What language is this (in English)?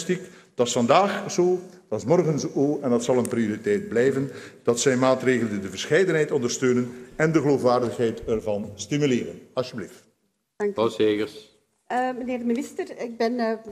Dutch